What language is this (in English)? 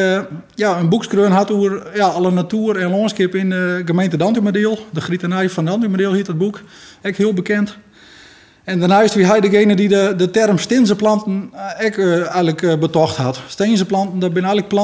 Western Frisian